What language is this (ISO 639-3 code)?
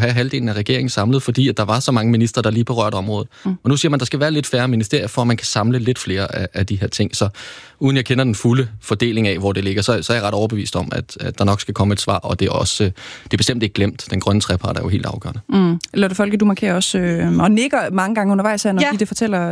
dan